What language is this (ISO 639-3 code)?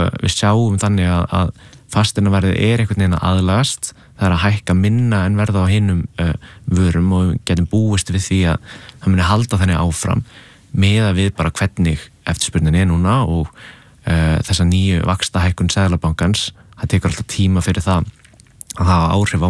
isl